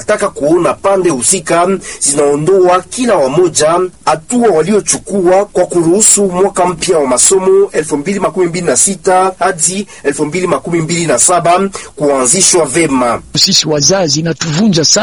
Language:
Swahili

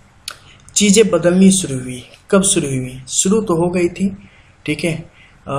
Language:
Hindi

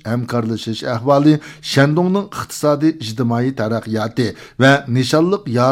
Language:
Uyghur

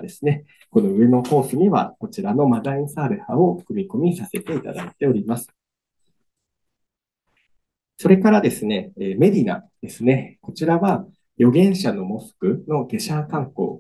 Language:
Japanese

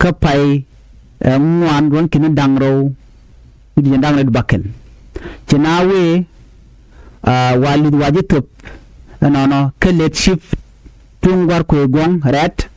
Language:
Nuer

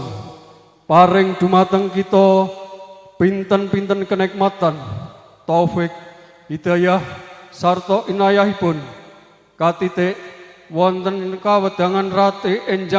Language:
Javanese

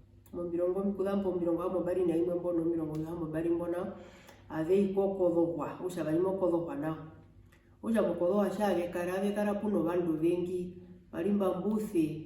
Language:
Herero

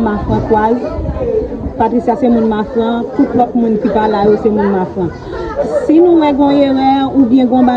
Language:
Haitian Creole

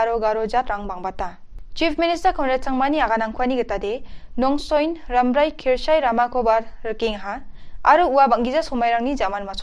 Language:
Garo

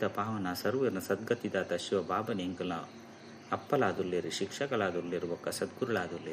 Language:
Tulu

